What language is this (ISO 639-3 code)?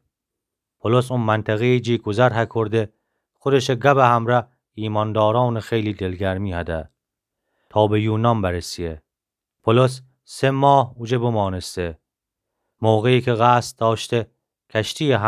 glk